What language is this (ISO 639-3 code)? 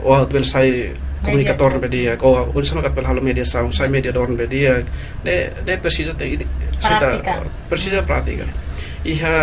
tet